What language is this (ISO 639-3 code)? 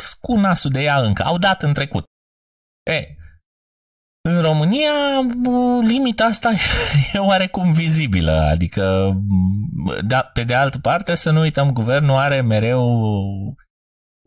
ron